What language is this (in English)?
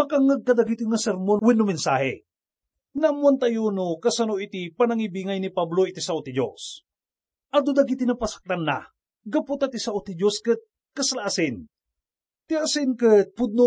Iloko